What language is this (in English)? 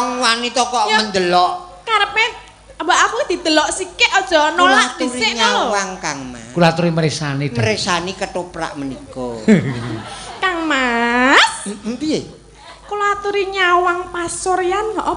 Javanese